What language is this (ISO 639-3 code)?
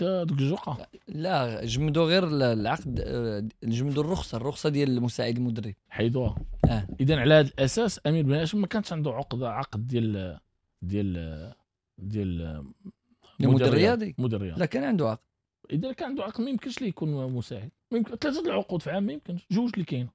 ary